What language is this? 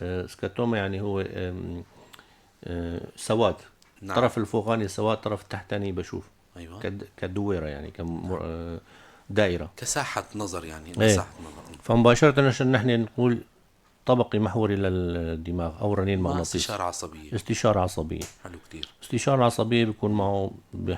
North Levantine Arabic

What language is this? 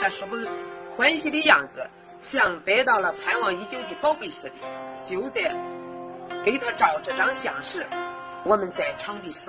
Chinese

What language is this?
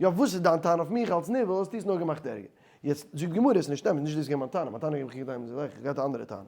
Yiddish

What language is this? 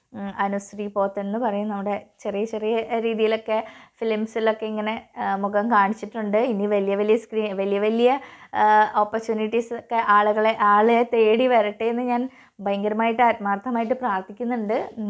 Malayalam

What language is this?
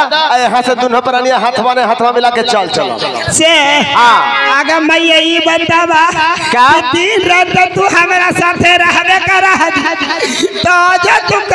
Bhojpuri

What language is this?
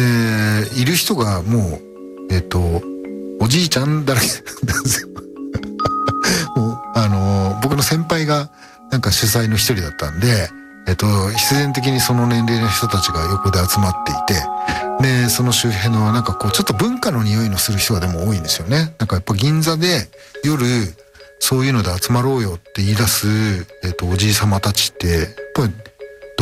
Japanese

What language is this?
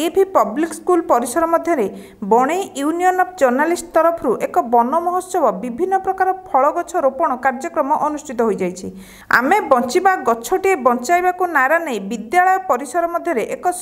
Odia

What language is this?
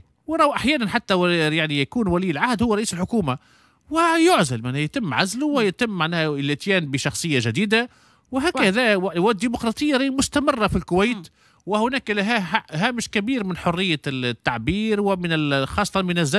Tunisian Arabic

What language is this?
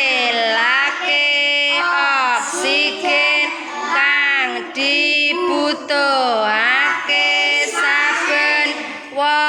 Javanese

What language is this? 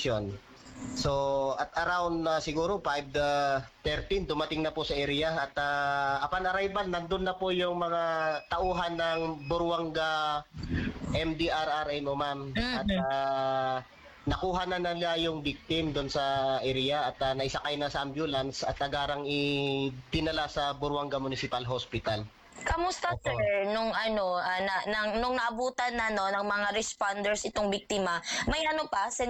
Filipino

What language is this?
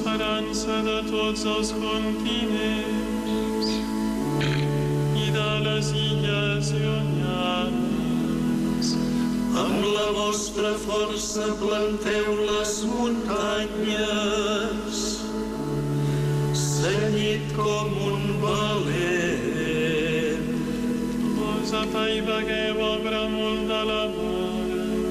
Catalan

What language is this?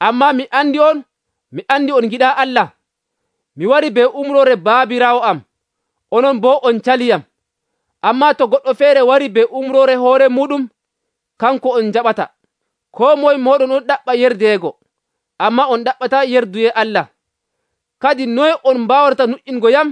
Nigerian Fulfulde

